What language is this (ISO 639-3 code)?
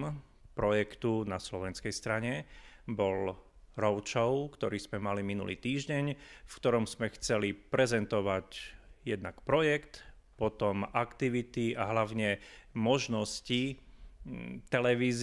slk